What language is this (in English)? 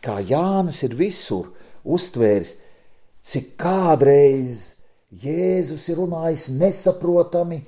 Latvian